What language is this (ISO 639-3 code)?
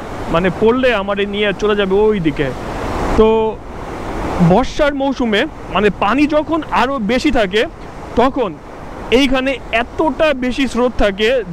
ben